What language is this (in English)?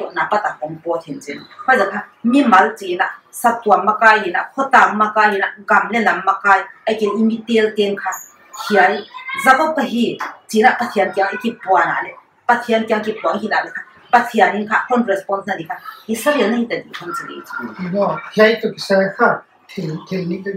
Paite Chin